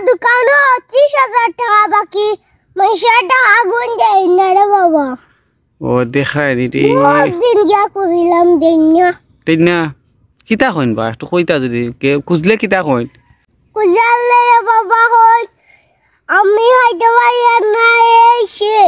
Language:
Sylheti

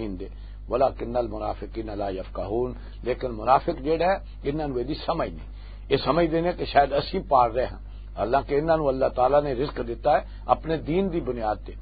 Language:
Western Panjabi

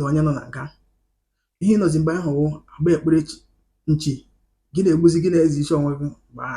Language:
Igbo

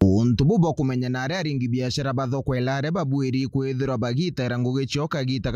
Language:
Meru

